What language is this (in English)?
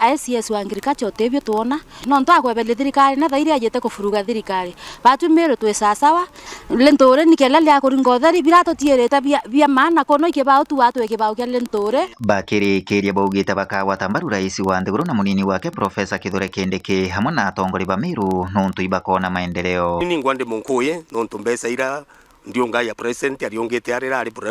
Meru